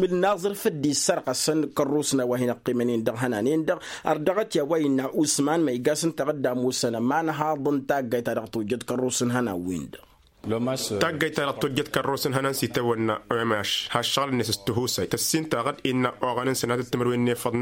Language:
Tamasheq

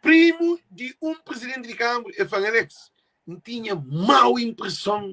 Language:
Kabuverdianu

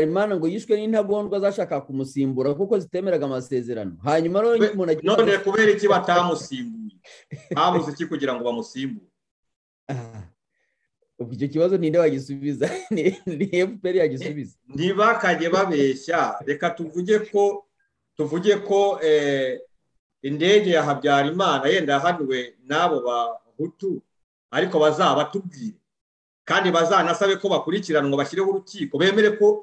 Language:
Kinyarwanda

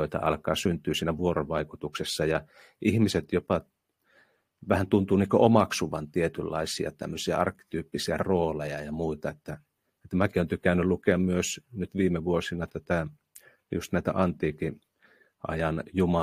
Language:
Finnish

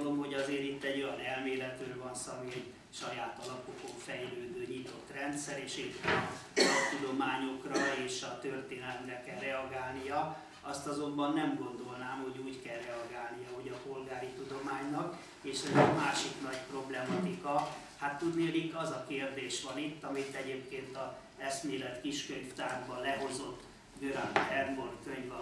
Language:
Hungarian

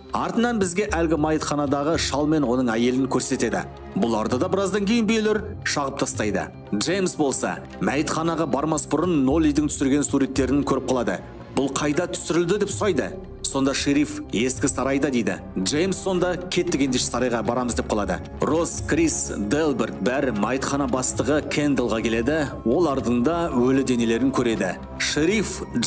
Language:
Kazakh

